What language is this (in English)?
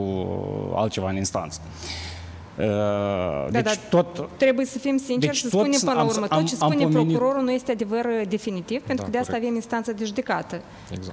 Romanian